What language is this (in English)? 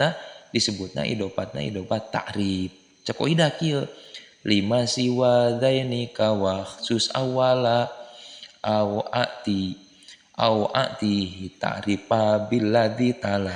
Sundanese